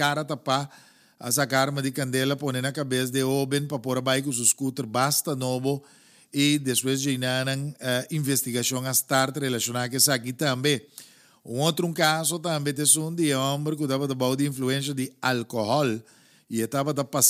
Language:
Papiamento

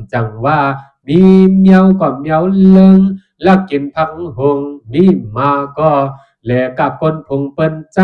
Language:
Shan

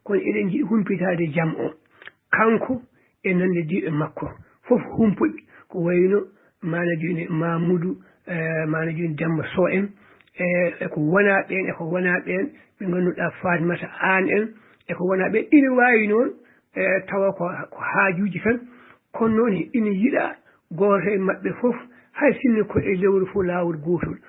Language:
Fula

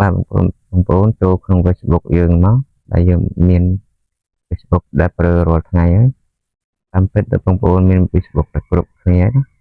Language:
Khmer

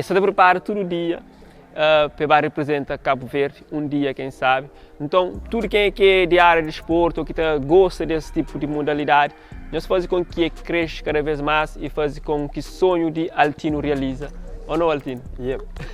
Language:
Kabuverdianu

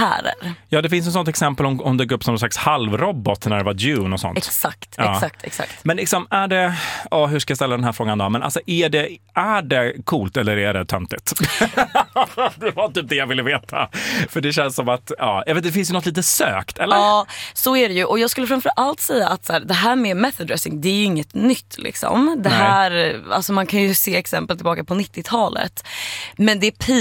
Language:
Swedish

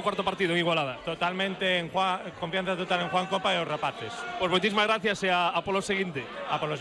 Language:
Galician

